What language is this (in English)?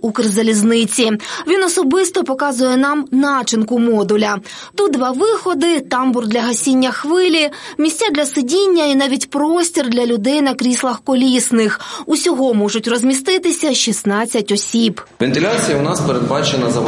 Ukrainian